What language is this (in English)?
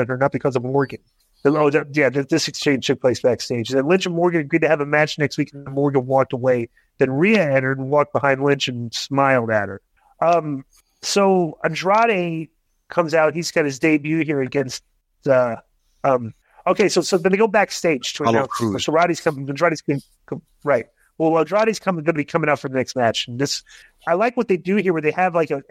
English